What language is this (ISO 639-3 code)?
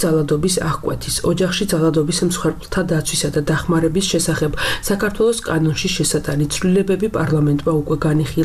kat